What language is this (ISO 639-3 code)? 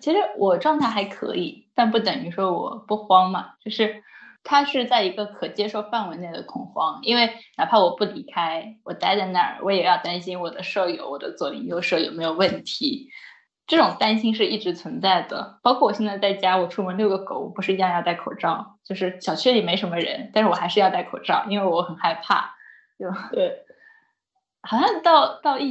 zho